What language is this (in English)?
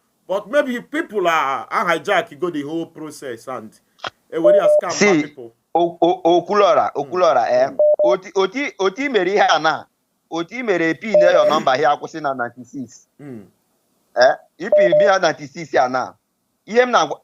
Igbo